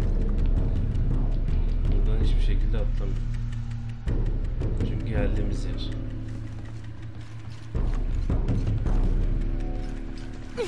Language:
Turkish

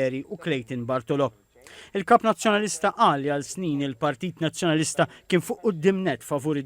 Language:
Maltese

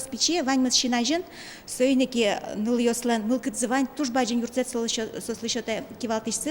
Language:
Udmurt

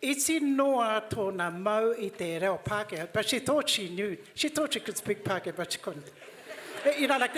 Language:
Māori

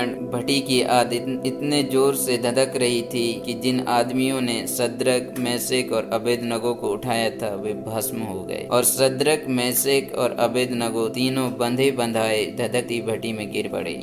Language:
Hindi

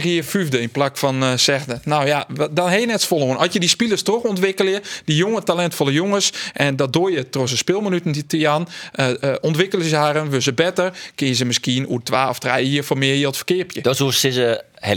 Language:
Western Frisian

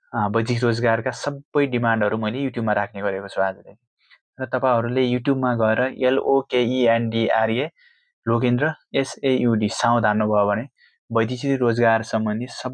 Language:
Nepali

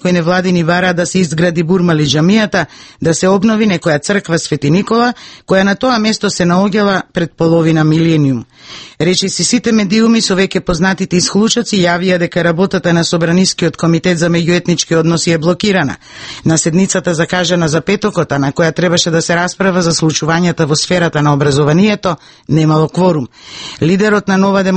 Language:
Macedonian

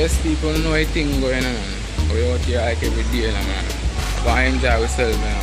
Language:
Jamaican Creole English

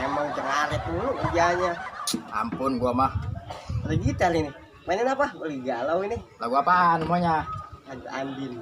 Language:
Betawi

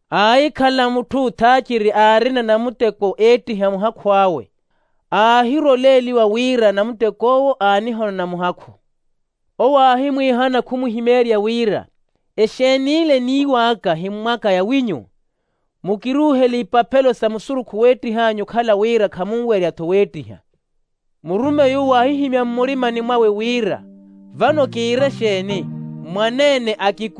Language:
Makhuwa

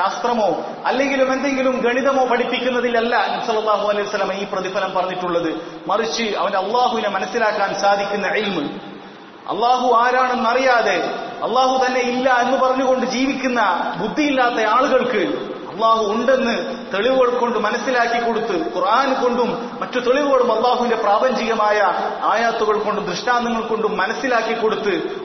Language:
Malayalam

